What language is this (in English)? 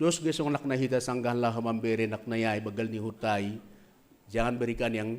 Batak Simalungun